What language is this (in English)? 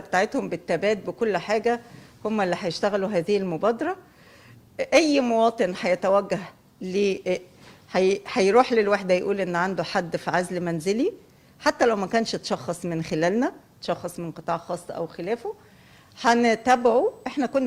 Egyptian Arabic